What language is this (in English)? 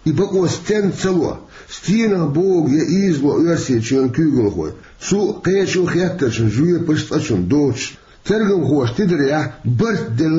Chechen